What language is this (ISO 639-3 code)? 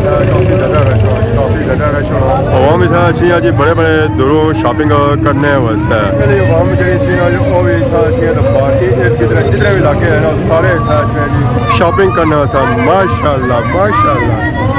phr